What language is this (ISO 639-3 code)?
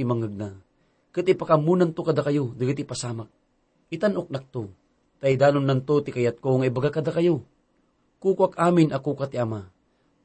ilo